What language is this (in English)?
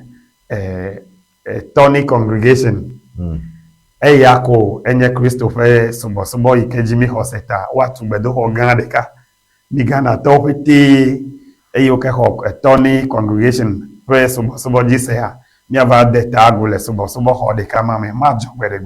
Ewe